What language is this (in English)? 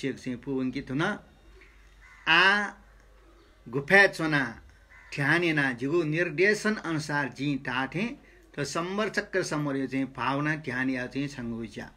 Newari